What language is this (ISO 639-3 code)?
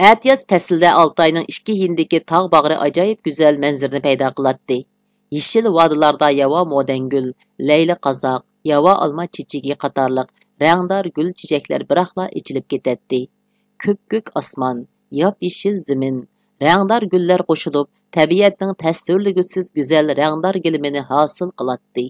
uig